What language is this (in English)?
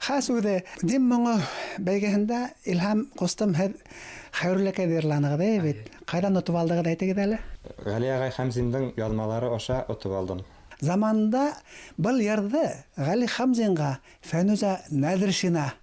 Bashkir